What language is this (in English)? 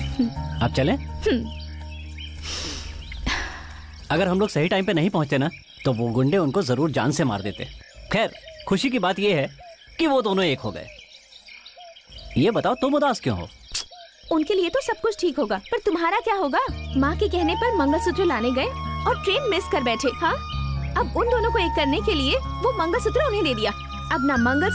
Hindi